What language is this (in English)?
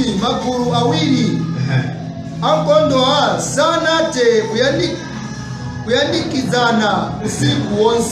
Nyanja